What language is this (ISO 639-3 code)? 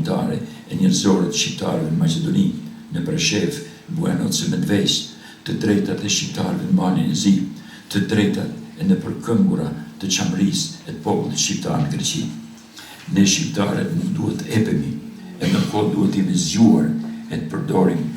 sqi